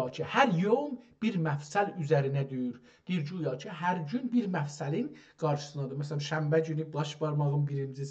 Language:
South Azerbaijani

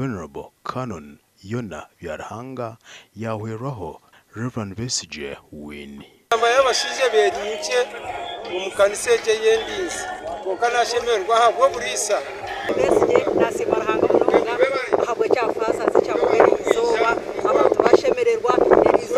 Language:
Nyankole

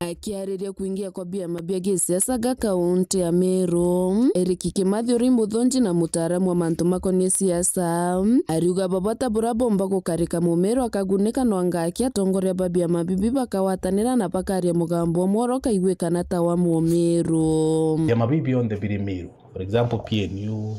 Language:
Meru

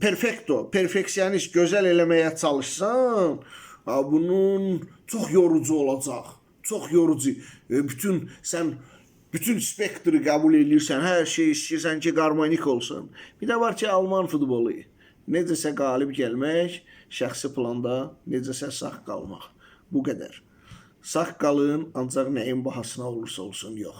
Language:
Azerbaijani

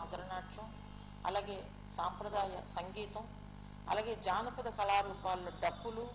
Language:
Telugu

